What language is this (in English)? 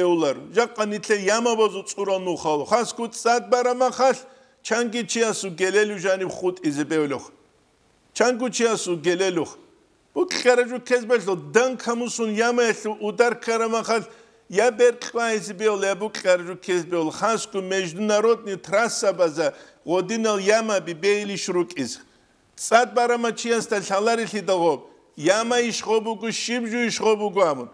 Avaric